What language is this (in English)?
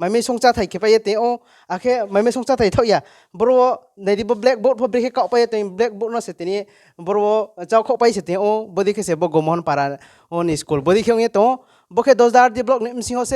Kok Borok